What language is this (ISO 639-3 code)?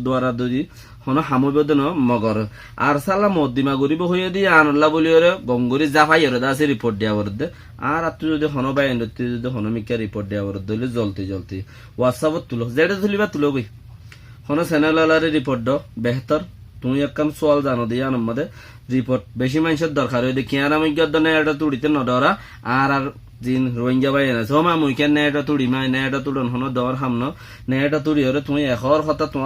rhg